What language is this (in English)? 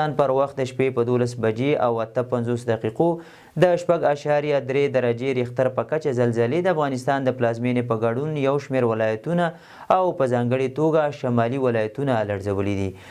Pashto